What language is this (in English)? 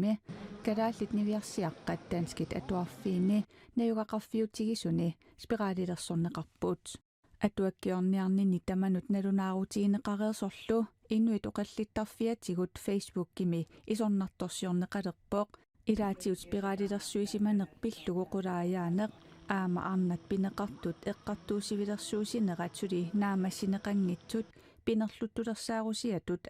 Kalaallisut